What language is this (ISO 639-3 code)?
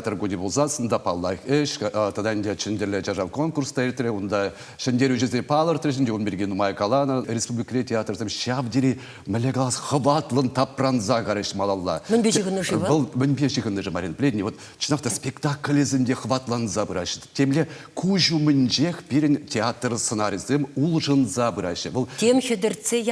chv